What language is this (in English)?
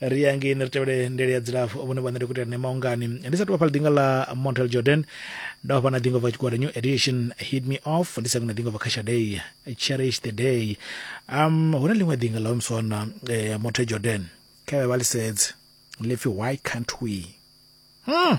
Venda